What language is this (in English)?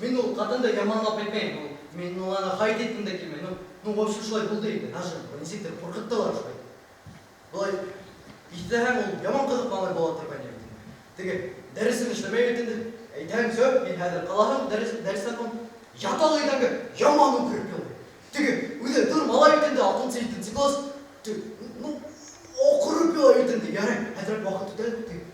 Bashkir